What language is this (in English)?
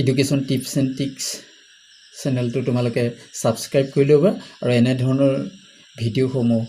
Assamese